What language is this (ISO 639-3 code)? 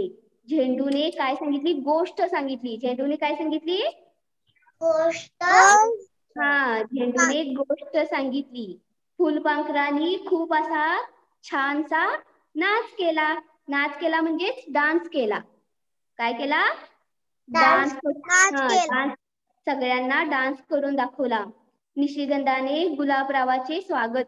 mar